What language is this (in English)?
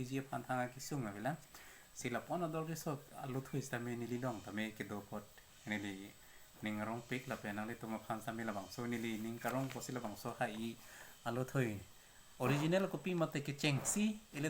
Karbi